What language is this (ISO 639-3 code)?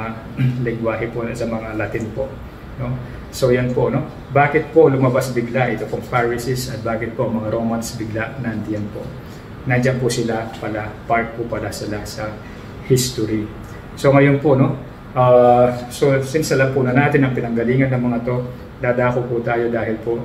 fil